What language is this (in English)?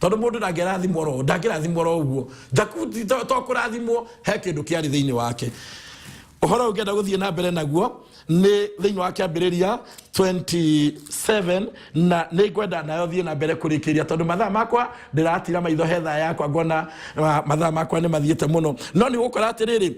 Kikuyu